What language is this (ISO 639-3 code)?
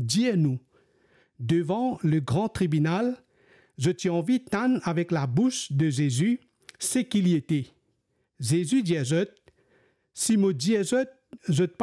mfe